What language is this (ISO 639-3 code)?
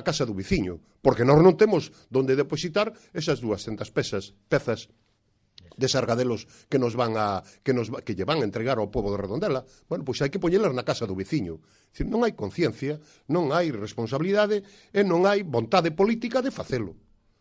glg